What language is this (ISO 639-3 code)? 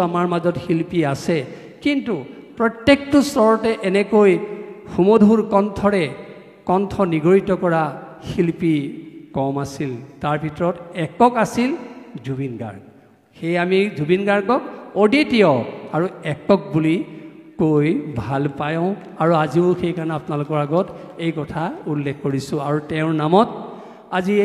asm